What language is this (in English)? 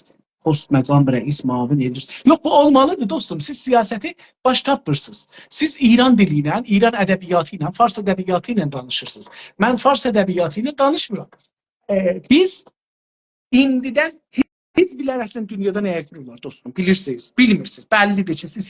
South Azerbaijani